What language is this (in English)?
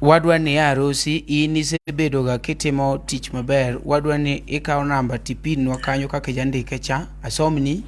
Luo (Kenya and Tanzania)